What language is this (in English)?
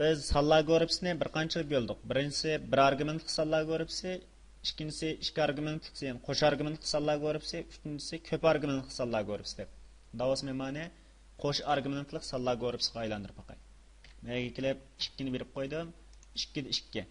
Uyghur